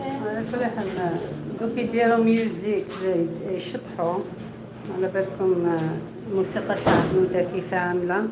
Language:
Algerian Arabic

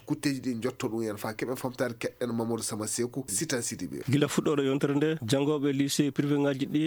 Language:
Fula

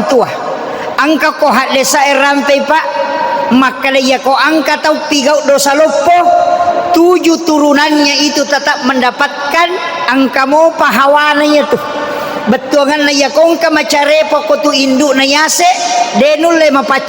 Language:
Buginese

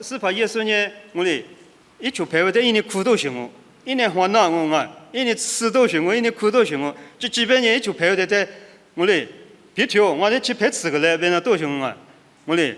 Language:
Lisu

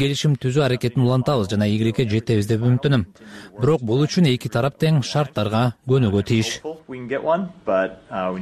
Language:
Kyrgyz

